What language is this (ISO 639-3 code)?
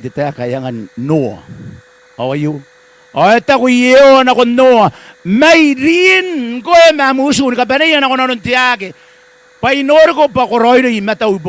gil